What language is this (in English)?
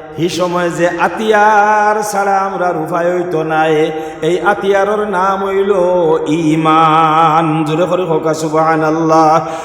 Sylheti